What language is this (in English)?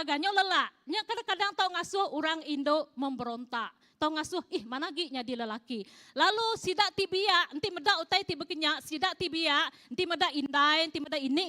Iban